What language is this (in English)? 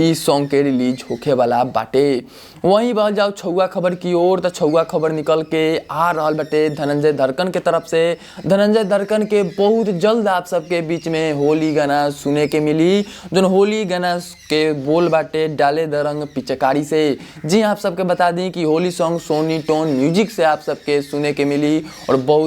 Bhojpuri